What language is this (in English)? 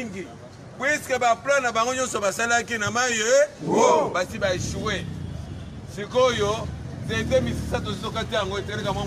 Lingala